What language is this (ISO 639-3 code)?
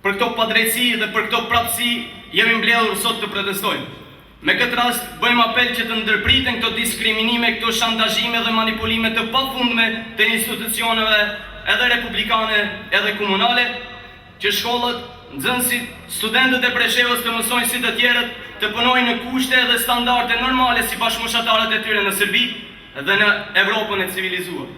sqi